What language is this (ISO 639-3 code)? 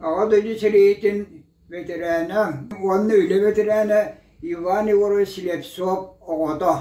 sah